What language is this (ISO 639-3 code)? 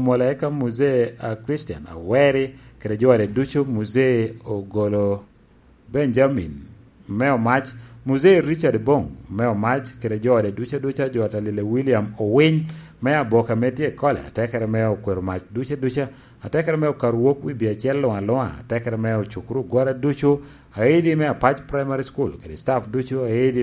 laj